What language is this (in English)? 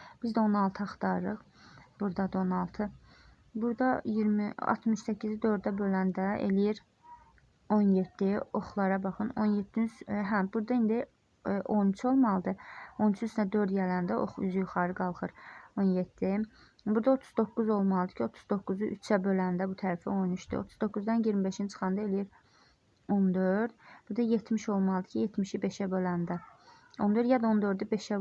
Azerbaijani